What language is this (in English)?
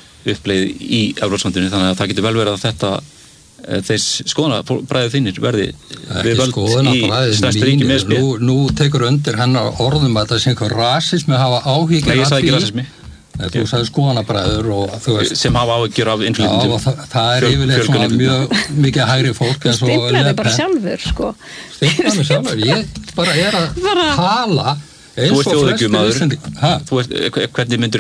Icelandic